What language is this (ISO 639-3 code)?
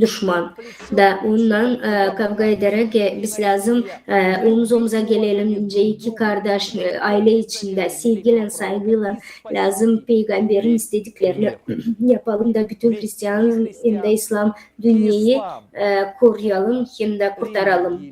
gag